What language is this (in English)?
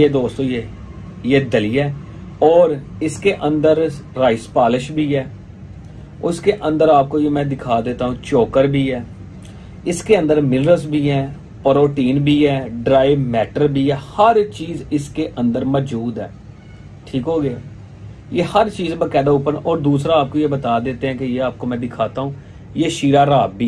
Hindi